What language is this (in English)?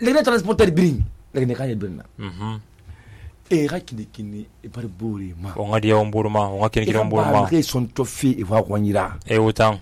Susu